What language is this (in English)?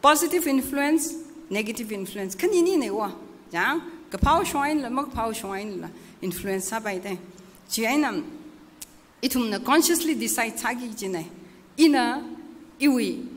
Tangkhul Naga (India)